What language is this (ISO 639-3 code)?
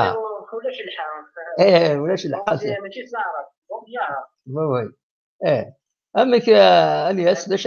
kab